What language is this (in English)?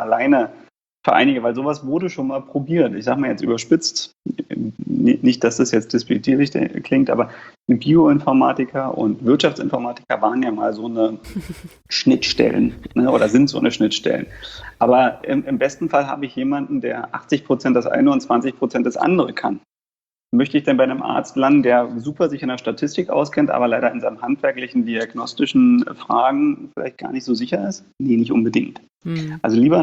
German